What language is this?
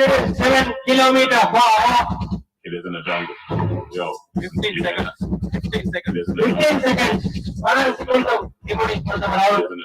Divehi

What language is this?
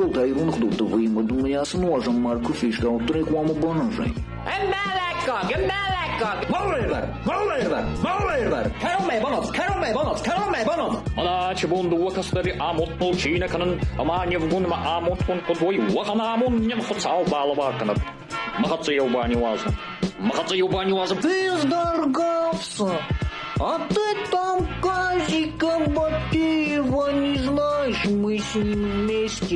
Ossetic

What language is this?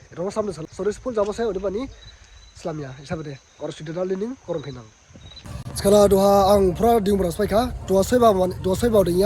Dimasa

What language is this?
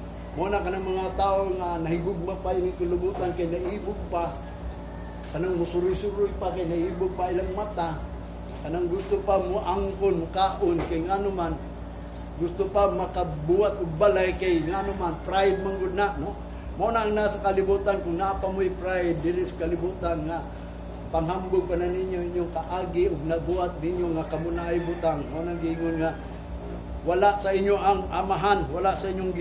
Cebuano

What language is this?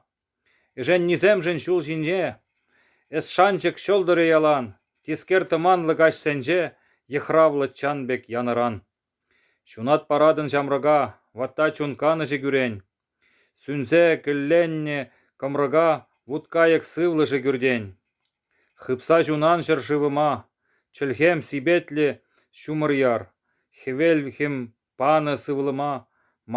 Chuvash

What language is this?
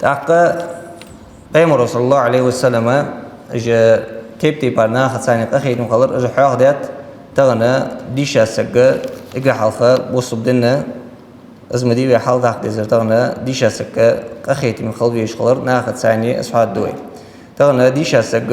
Ingush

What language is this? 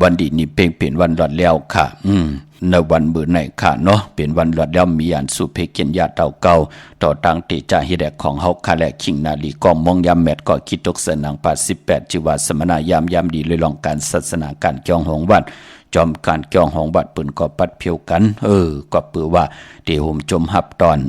Shan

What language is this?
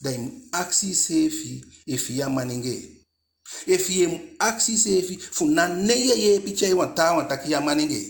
Eastern Maroon Creole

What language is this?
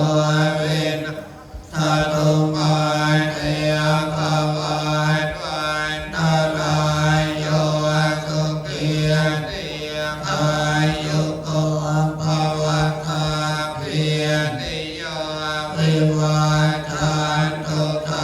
Pali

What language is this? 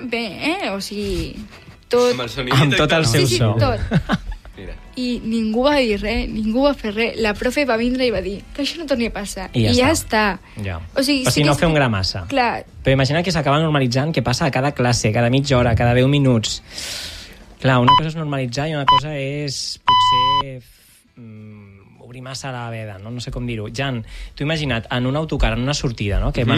Catalan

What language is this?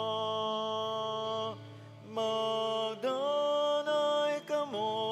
Bikol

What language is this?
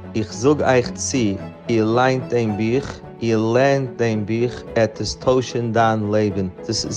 Yiddish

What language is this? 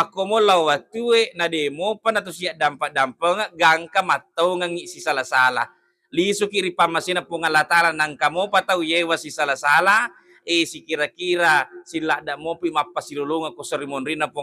Buginese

